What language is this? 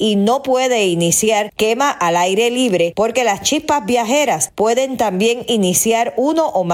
Spanish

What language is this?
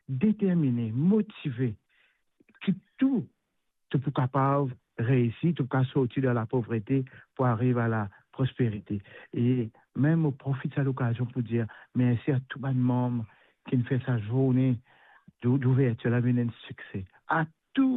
Morisyen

